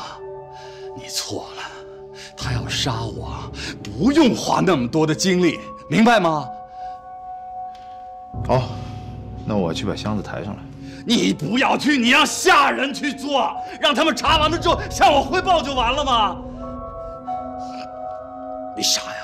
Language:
Chinese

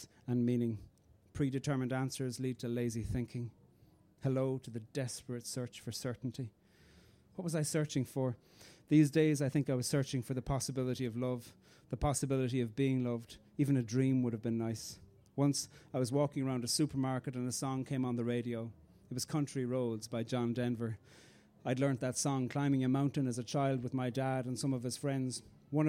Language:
English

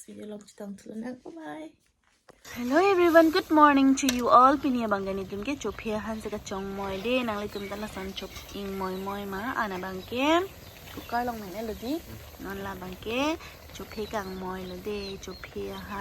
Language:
Karbi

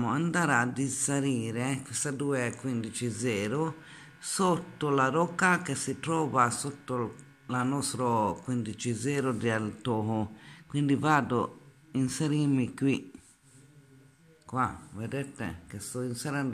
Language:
Italian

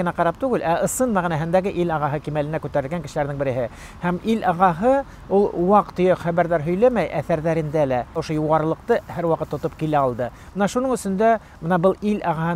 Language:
Bashkir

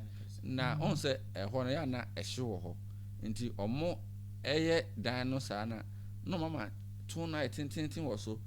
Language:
Akan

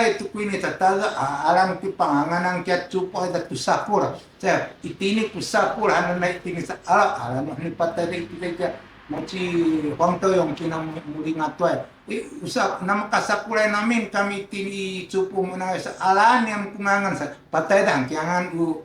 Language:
Sakizaya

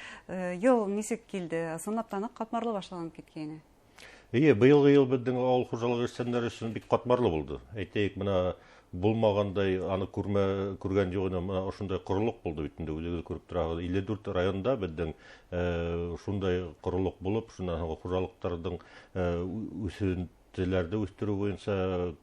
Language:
Bashkir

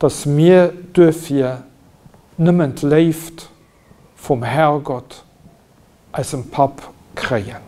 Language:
Luxembourgish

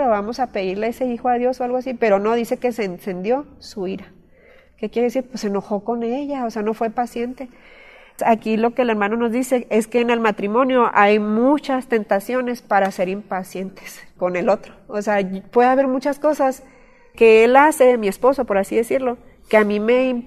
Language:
Spanish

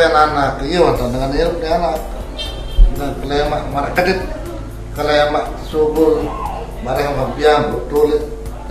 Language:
Sasak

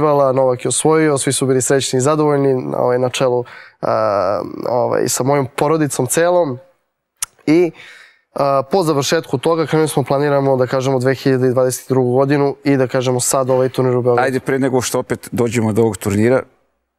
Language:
Serbian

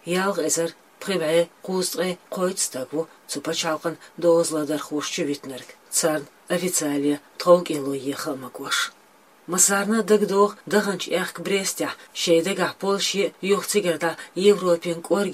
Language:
Chechen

